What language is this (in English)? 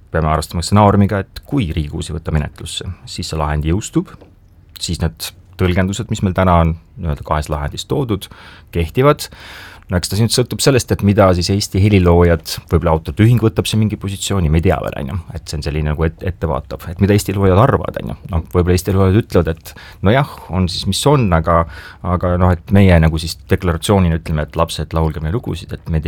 Estonian